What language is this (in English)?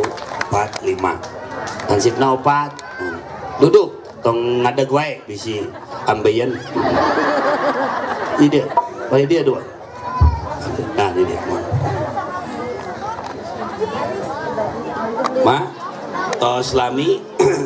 Sundanese